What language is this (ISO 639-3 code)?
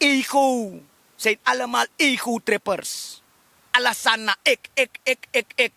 srn